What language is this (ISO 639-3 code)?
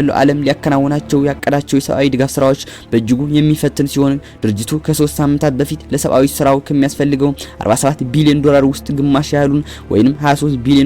amh